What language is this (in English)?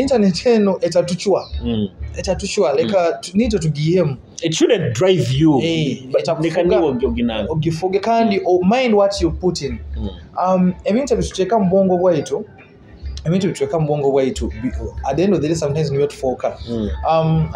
Nyoro